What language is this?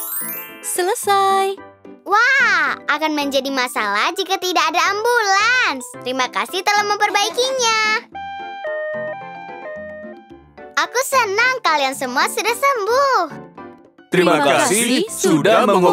Indonesian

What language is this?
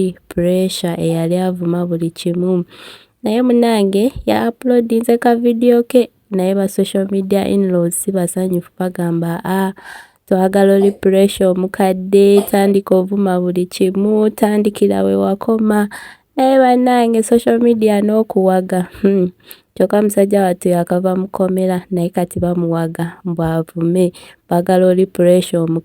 Ganda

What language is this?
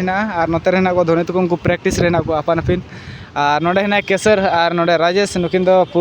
Santali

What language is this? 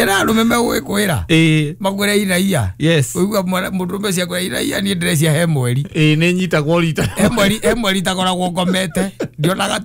Kikuyu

